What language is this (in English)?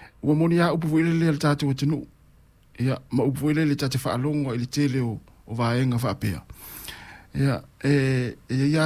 Samoan